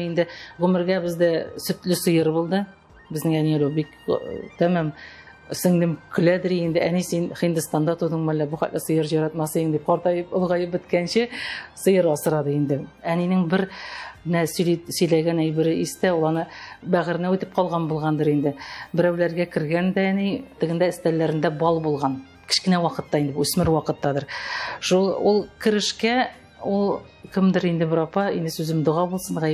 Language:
Tatar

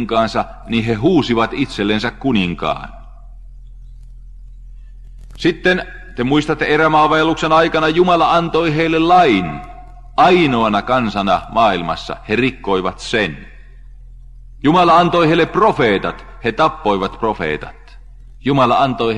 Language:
Finnish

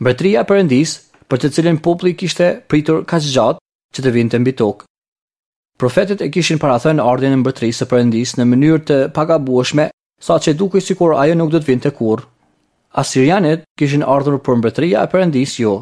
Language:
Albanian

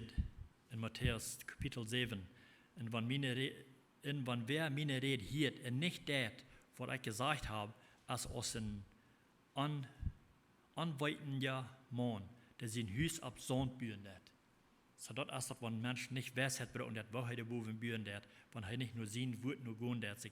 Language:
Plautdietsch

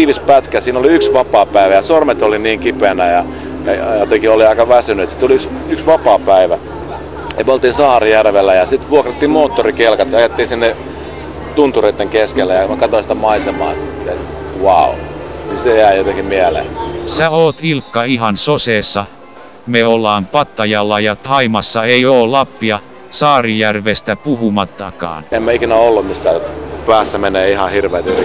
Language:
Finnish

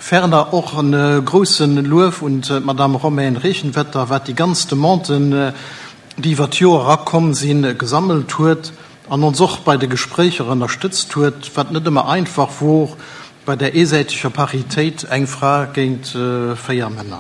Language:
Luxembourgish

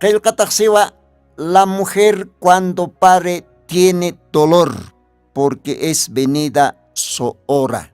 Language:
Aymara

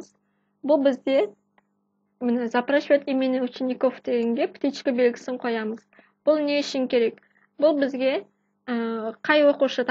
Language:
Kazakh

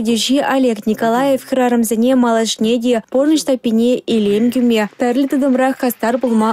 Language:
Chuvash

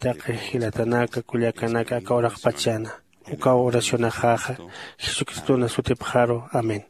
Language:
Aymara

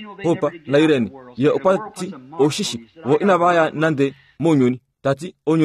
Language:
Kuanyama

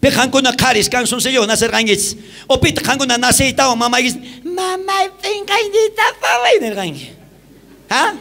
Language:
South Bolivian Quechua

